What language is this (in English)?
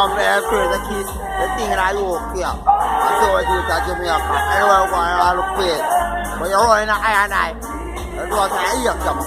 Jamaican Creole English